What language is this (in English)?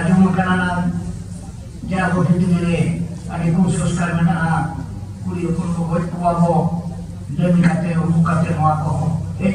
Santali